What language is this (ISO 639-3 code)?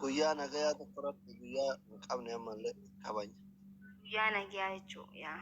orm